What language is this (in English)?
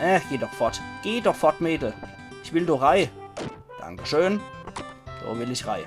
Palatine German